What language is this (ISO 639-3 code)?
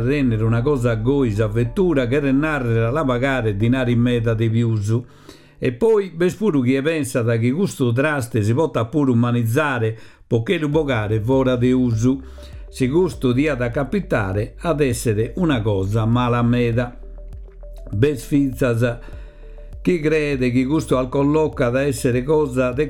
srd